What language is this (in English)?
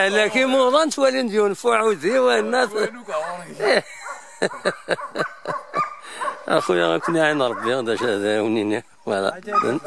Kabyle